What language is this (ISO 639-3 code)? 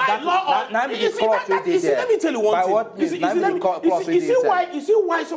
pcm